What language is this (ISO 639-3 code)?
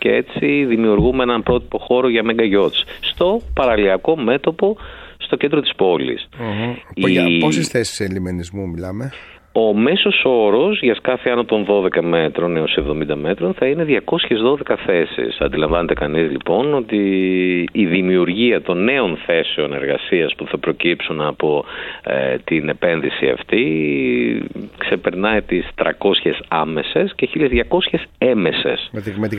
ell